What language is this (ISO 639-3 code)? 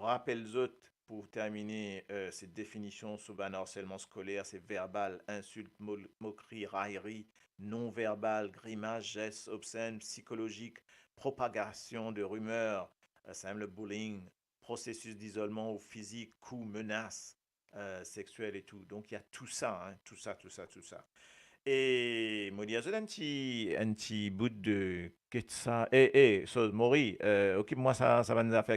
mfe